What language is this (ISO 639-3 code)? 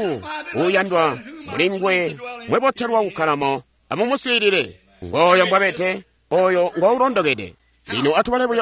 toi